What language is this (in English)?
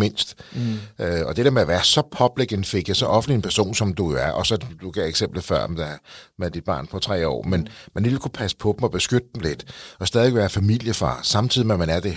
Danish